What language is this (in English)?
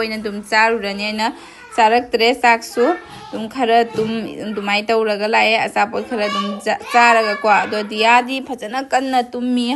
Manipuri